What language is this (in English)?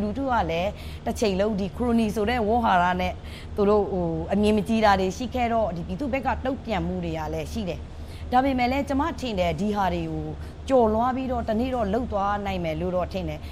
Burmese